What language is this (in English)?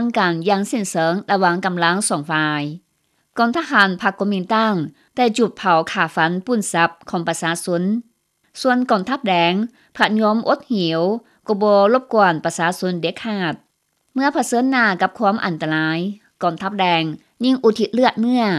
Lao